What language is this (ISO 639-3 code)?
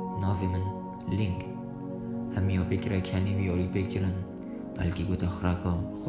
kur